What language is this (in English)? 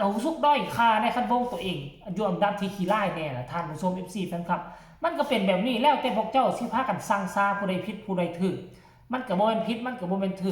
Northeastern Thai